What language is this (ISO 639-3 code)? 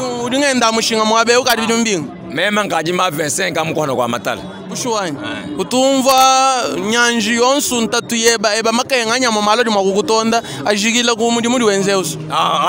lua